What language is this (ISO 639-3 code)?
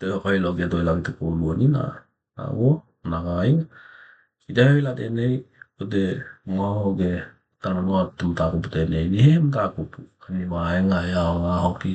tkl